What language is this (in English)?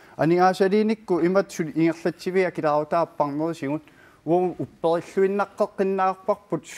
Kalaallisut